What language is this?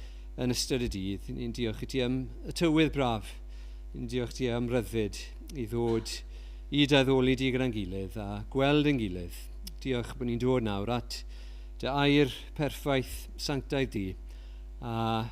Welsh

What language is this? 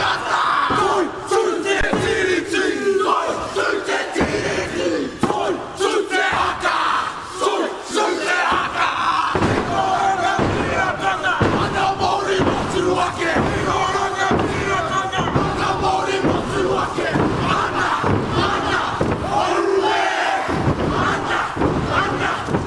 Māori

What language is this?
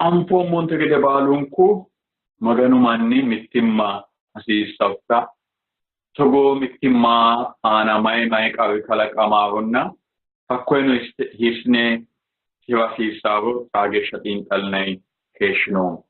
Sidamo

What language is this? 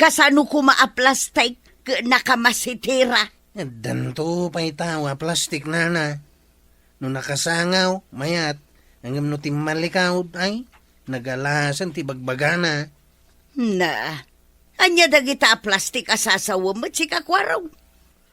Iloko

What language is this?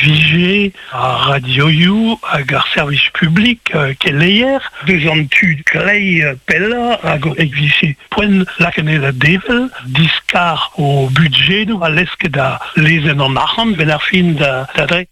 Breton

